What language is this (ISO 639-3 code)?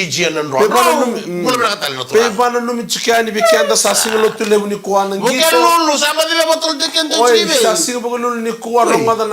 fij